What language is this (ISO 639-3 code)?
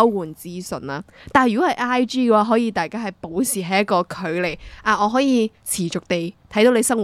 yue